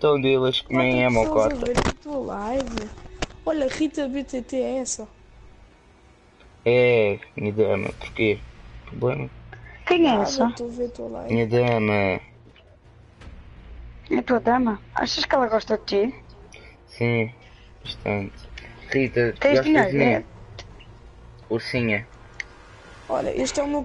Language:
Portuguese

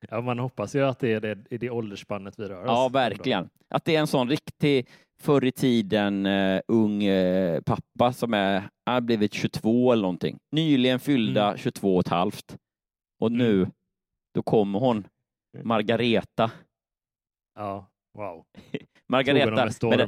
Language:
Swedish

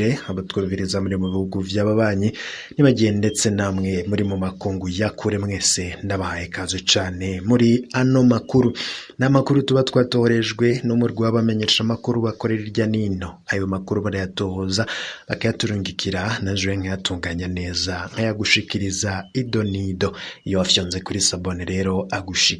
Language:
Rundi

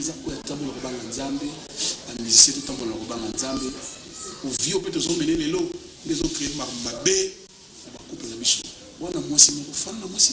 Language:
Lingala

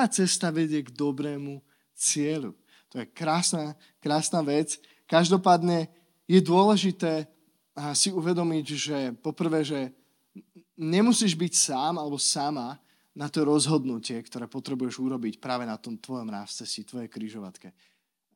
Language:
Slovak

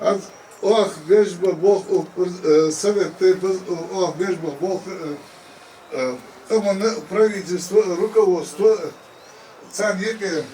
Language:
Ingush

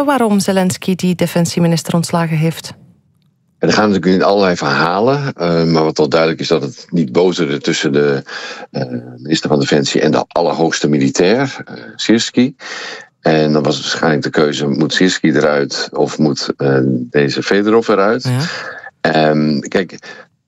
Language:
Dutch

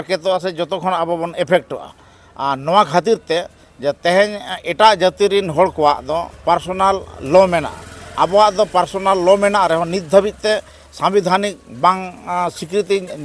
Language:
Santali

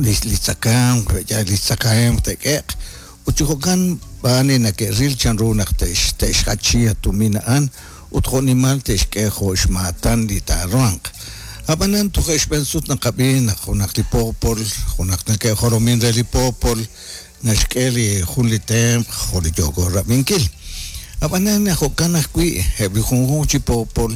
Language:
Kekchí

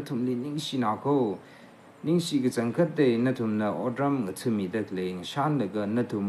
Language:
Tangkhul Naga (India)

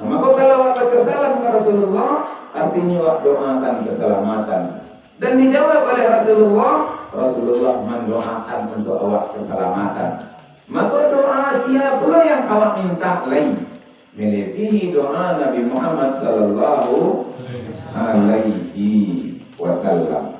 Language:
Minangkabau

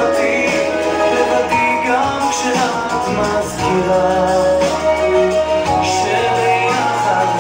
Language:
Hebrew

